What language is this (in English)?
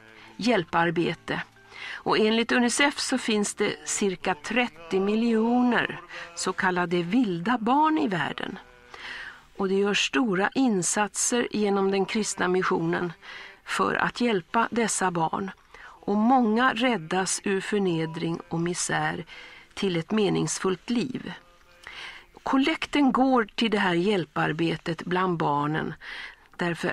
Swedish